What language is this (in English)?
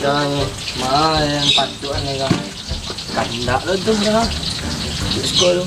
Minangkabau